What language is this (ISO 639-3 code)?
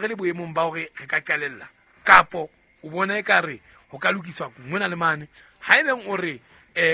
sot